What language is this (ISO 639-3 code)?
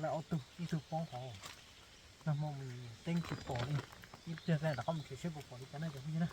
hmn